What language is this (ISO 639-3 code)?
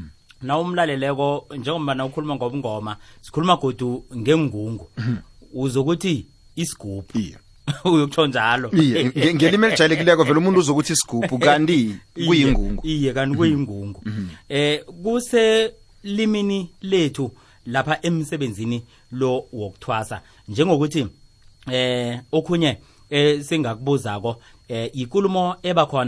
nbl